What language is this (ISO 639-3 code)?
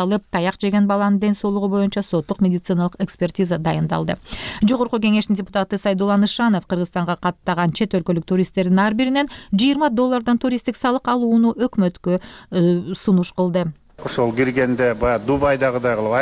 kir